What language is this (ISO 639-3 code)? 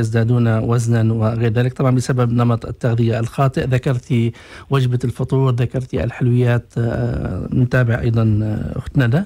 ara